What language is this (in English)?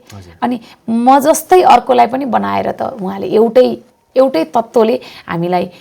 Nepali